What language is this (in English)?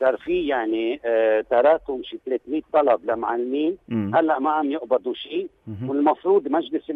North Levantine Arabic